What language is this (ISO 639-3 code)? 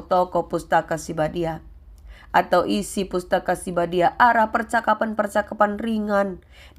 btx